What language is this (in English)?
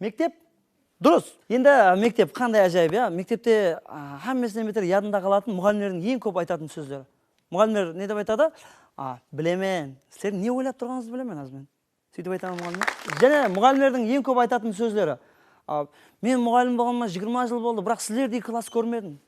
Kara-Kalpak